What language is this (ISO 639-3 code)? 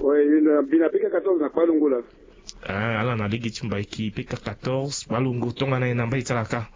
sag